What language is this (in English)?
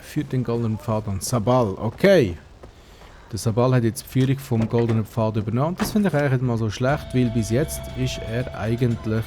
Swiss German